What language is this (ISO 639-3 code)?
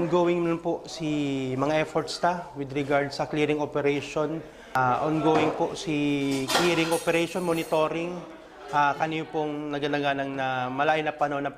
bik